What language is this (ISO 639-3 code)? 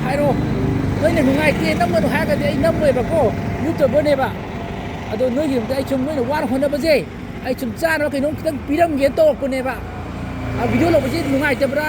mni